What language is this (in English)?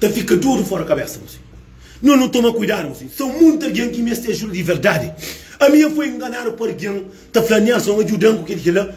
Kabuverdianu